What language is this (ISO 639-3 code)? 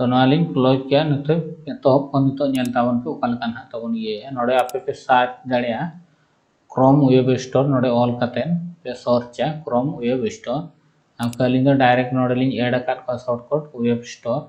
sat